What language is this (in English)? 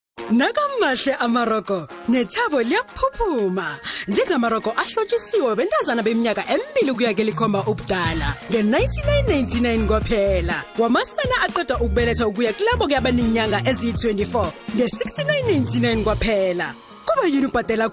South Ndebele